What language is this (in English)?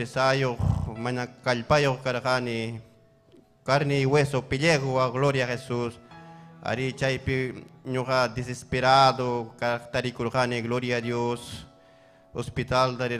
Ayacucho Quechua